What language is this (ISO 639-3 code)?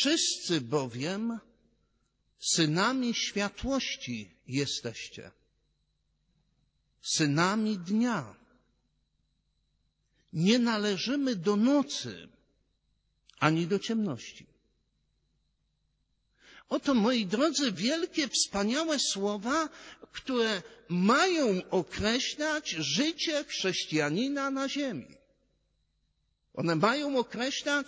pol